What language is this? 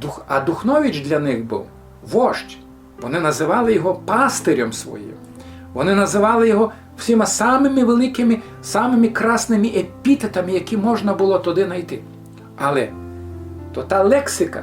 Rusyn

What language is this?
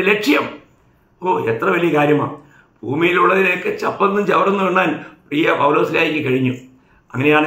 Malayalam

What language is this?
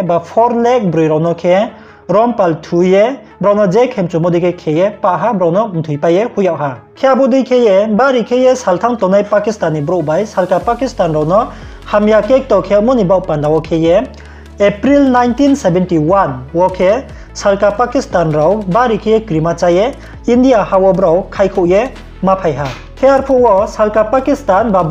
Riang (India)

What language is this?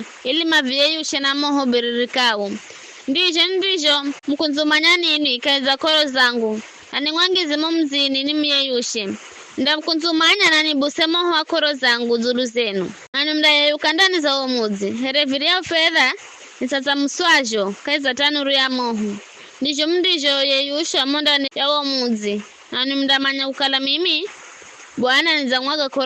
Giryama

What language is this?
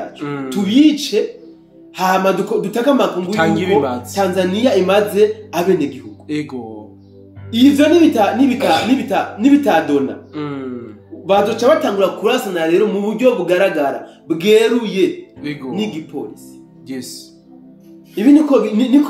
Rundi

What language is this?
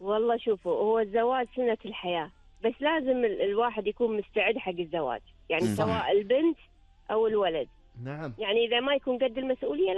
Gulf Arabic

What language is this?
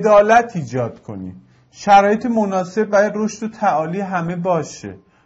Persian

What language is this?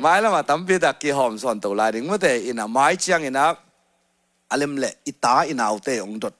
Tedim Chin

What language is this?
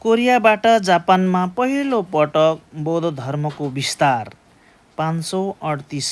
Nepali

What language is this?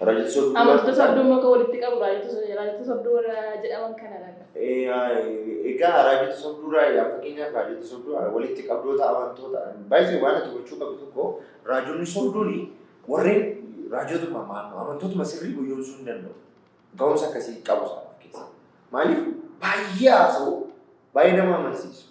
Oromo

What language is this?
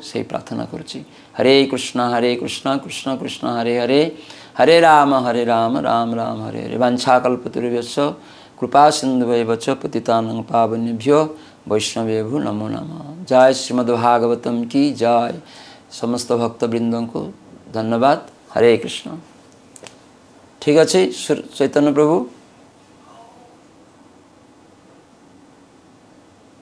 Odia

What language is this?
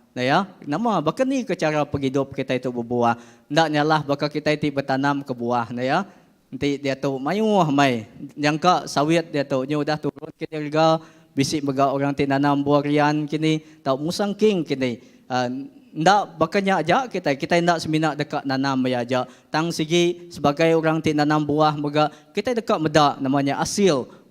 Iban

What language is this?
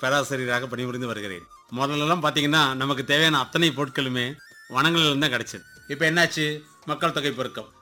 Tamil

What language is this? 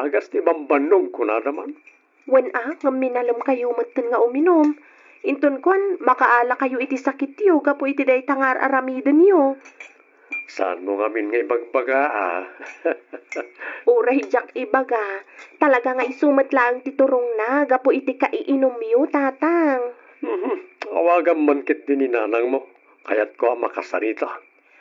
Iloko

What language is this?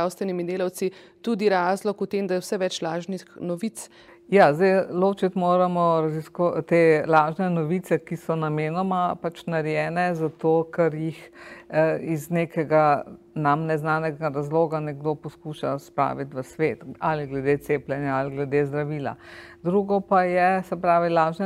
Slovenian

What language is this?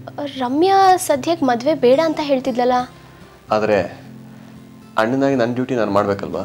Kannada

